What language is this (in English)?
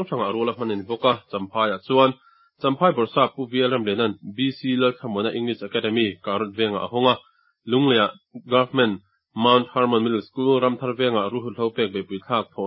Mizo